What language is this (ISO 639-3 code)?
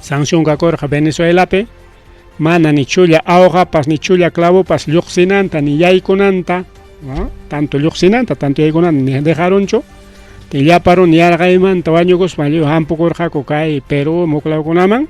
quy